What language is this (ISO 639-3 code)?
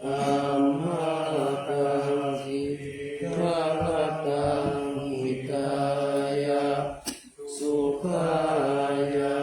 pli